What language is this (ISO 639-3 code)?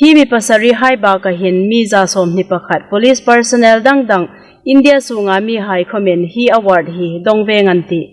hmr